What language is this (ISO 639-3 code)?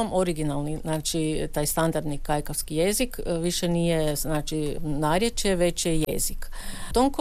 hrv